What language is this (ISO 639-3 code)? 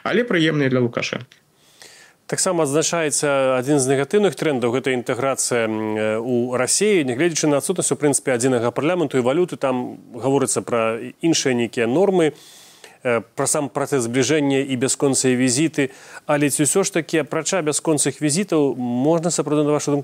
bel